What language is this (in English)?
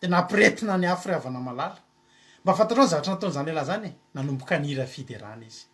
Malagasy